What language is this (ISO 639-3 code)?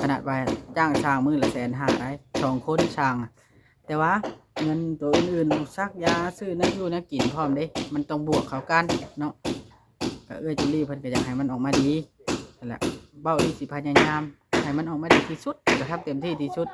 lao